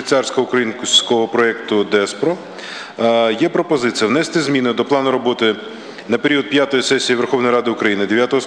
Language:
Ukrainian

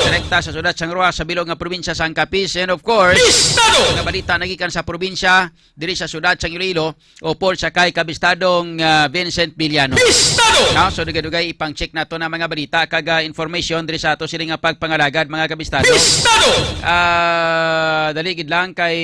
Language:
Hiligaynon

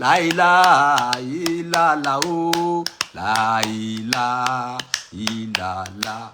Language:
Yoruba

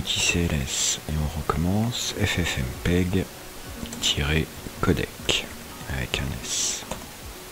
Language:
French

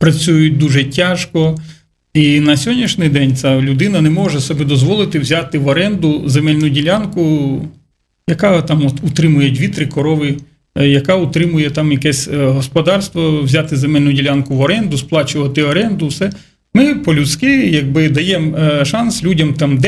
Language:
Ukrainian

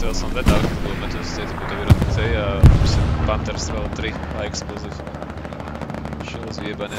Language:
Slovak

